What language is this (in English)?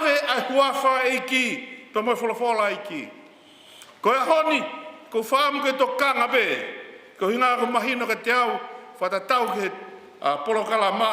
Tongan